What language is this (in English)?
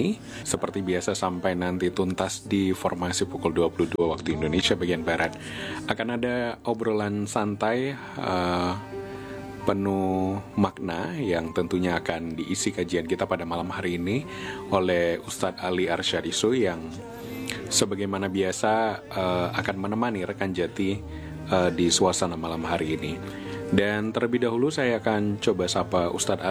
Indonesian